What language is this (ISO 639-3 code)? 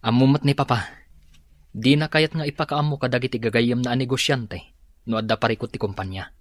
ilo